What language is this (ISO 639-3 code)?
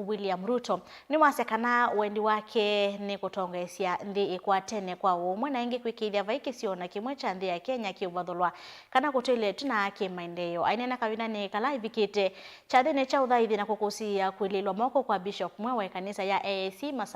kam